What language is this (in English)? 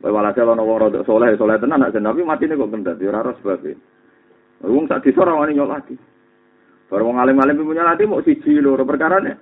Javanese